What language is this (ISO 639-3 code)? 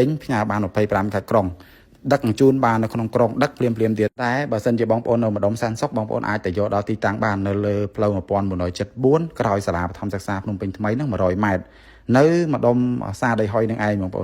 khm